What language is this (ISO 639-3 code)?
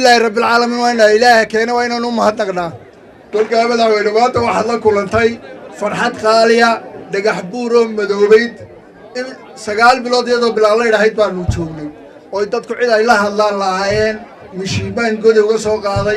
som